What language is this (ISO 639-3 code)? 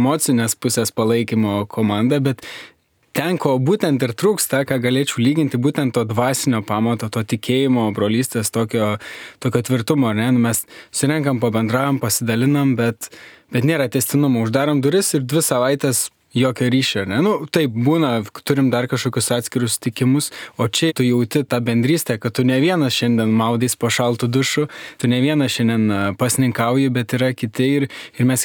lit